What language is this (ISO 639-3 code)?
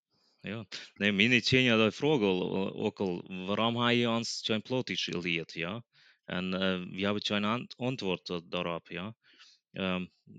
pdt